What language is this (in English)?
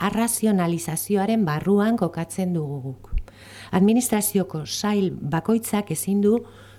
Basque